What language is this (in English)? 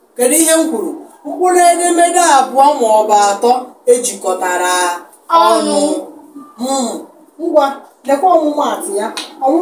Igbo